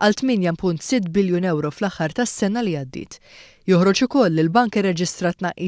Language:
Maltese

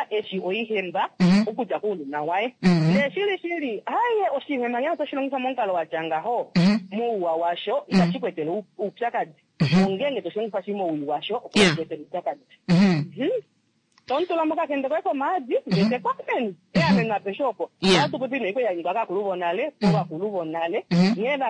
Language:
Kuanyama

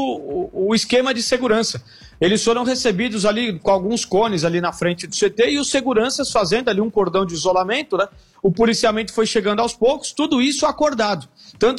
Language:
Portuguese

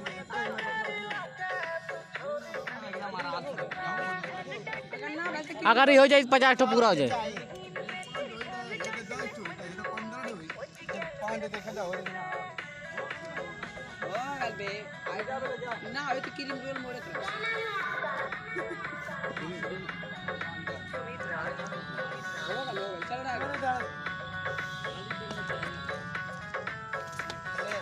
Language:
Hindi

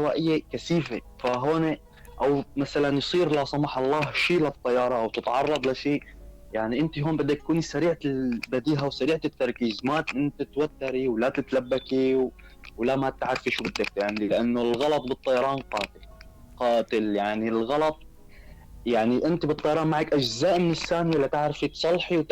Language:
North Levantine Arabic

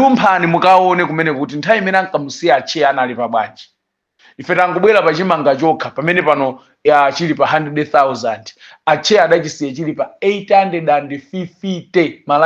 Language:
Nyanja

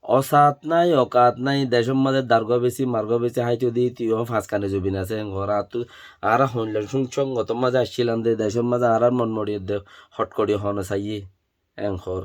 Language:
Rohingya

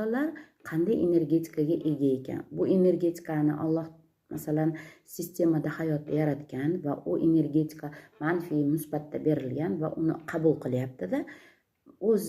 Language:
Uzbek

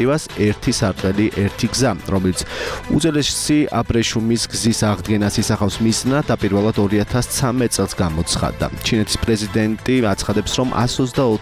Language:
Georgian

